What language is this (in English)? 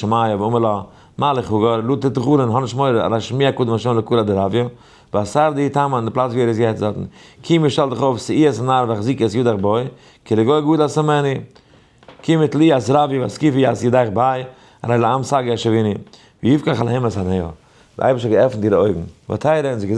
Yiddish